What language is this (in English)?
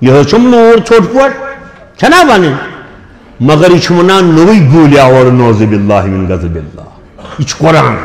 Kashmiri